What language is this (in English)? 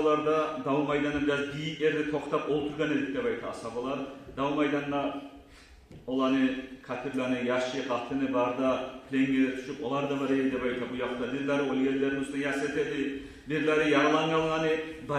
Kumyk